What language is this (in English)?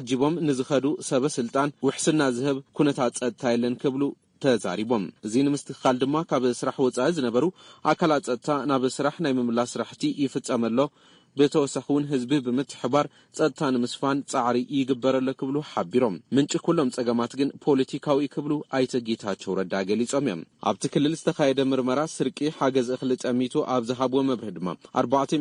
Tigrinya